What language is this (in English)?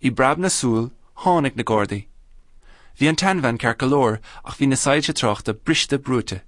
Irish